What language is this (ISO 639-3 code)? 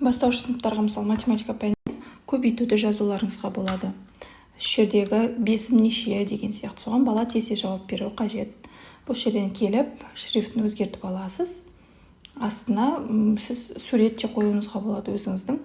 kaz